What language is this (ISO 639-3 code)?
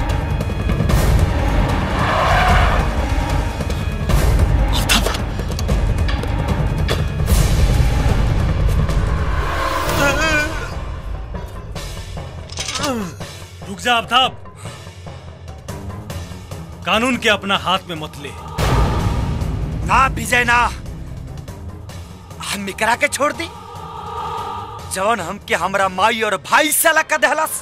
bho